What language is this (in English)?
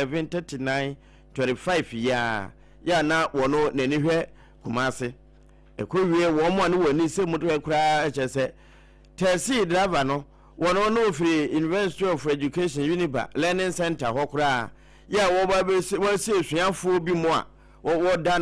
Akan